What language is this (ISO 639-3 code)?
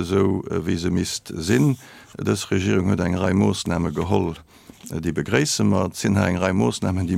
ltz